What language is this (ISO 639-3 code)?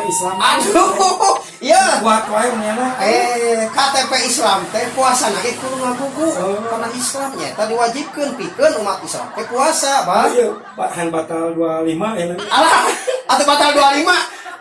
sun